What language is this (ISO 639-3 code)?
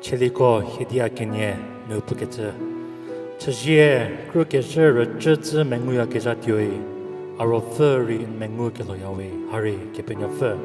njm